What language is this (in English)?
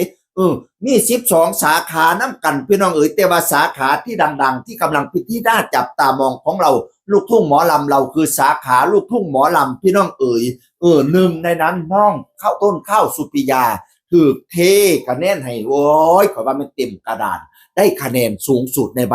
Northeastern Thai